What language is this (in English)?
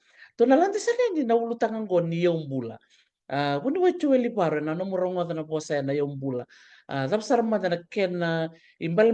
Fijian